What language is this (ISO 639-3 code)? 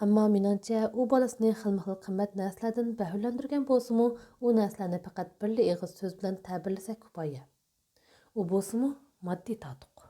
uig